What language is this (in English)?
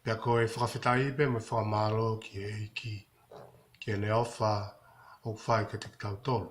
Tongan